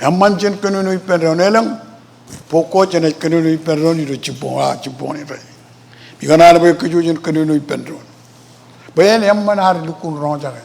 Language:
Marshallese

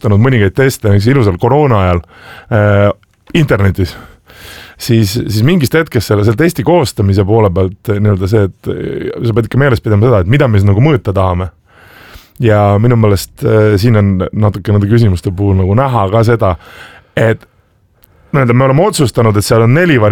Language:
Estonian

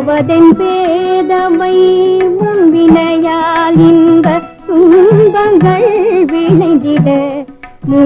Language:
Tamil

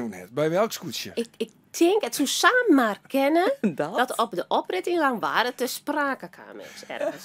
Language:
Western Frisian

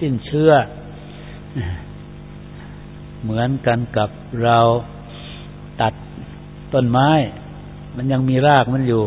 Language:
Thai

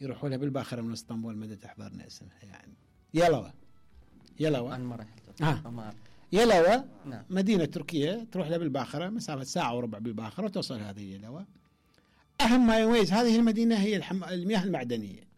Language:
Mesopotamian Arabic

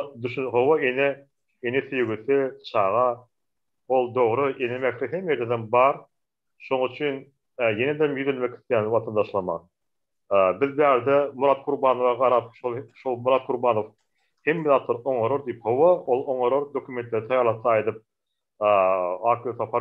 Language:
Turkmen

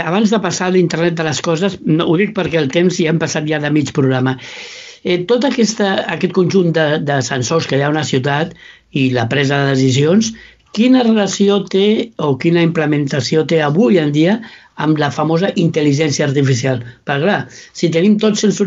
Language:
Catalan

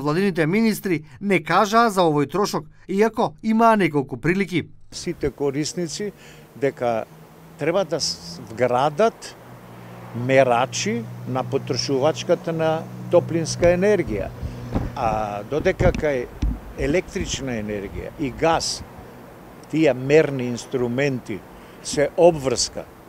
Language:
Macedonian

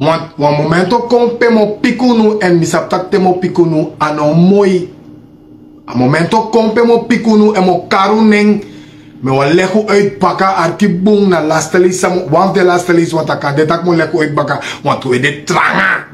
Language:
Sranan Tongo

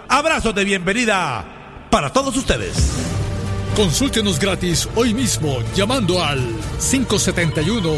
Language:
Spanish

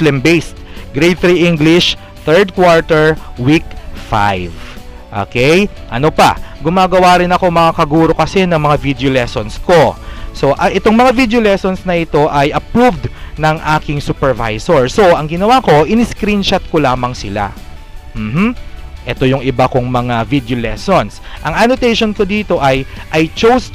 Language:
Filipino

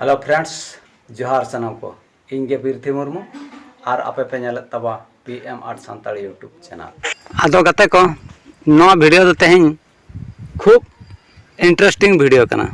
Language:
Santali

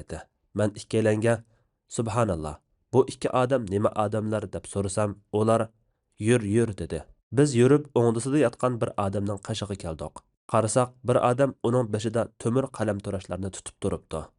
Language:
Uyghur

